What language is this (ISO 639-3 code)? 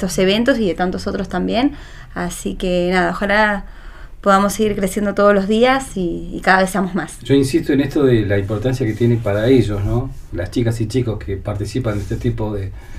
spa